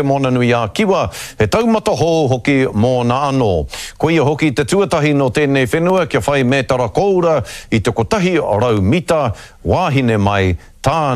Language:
Māori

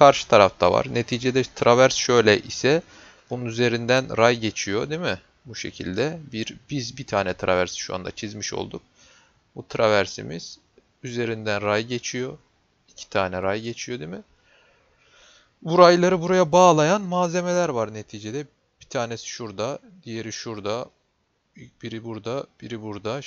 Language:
Turkish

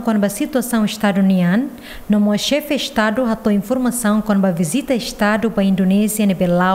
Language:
Tetum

